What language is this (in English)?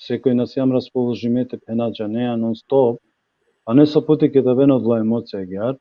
Balkan Romani